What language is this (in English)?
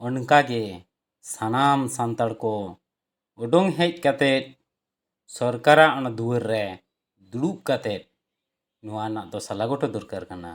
Santali